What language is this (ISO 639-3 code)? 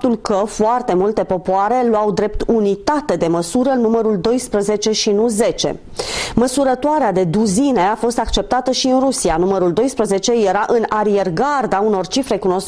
ron